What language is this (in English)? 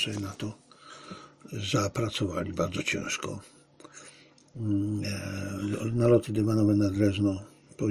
Polish